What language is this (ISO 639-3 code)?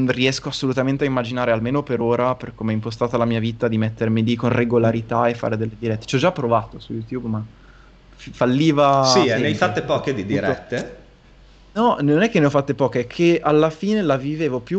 ita